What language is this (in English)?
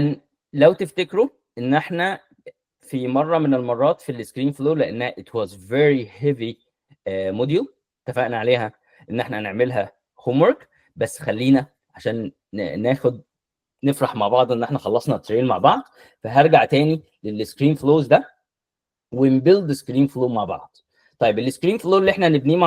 Egyptian Arabic